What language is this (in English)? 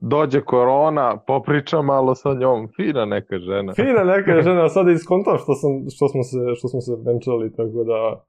Serbian